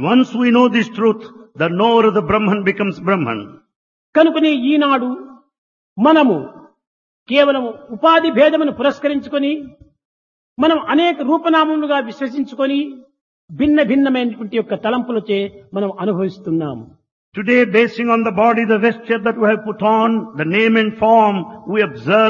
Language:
Telugu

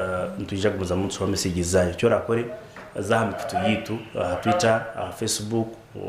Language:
Nyankole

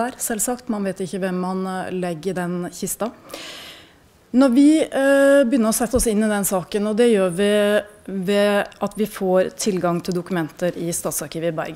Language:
Norwegian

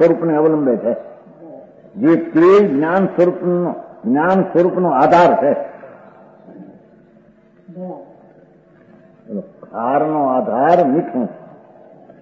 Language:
Gujarati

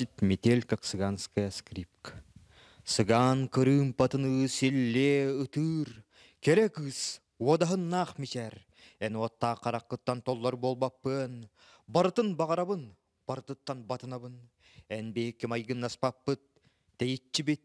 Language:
Yakut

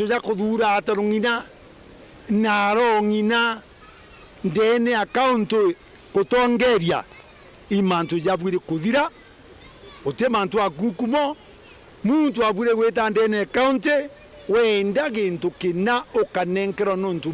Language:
Meru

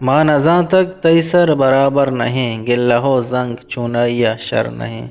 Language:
Eastern Balochi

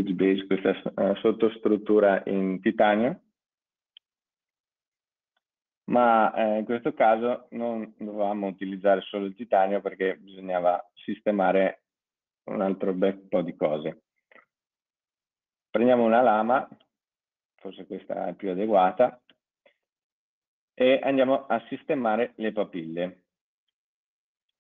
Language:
Italian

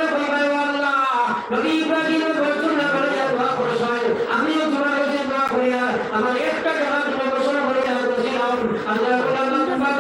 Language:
Sylheti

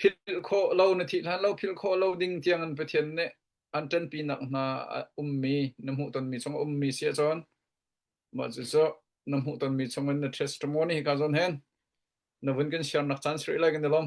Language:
Hakha Chin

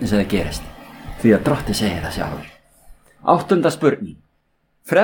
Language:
Icelandic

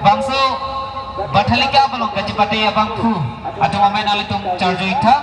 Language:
Karbi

